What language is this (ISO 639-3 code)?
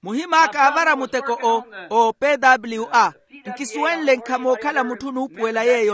vmw